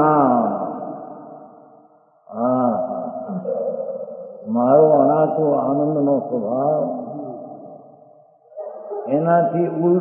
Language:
Gujarati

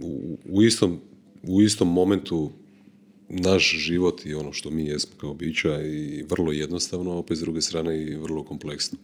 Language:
Croatian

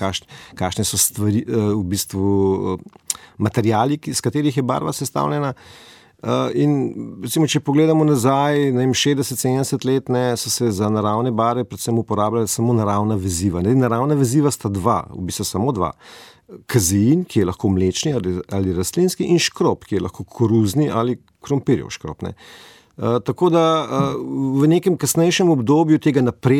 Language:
Slovenian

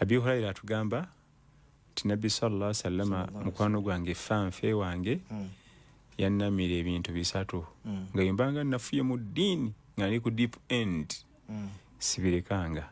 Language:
Ganda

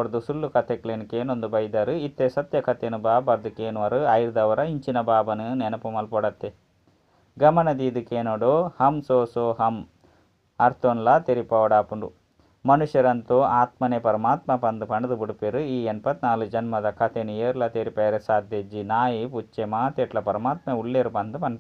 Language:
Tulu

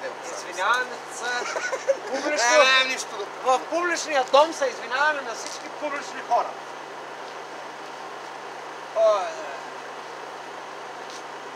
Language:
Bulgarian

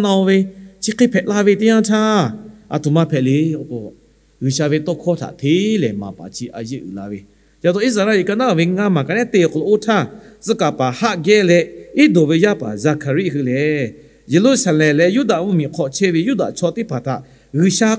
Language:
Lahu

